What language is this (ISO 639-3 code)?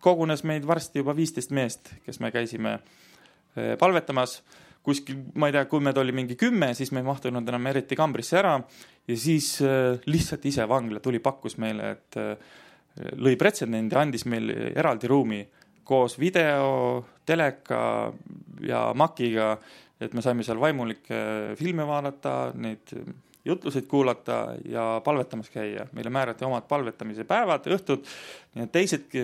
est